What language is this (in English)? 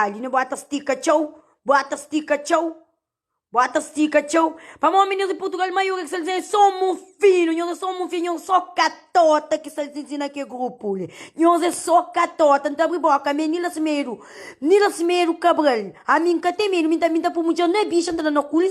Kabuverdianu